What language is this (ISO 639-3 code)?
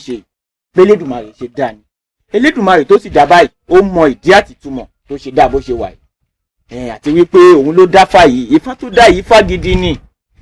yor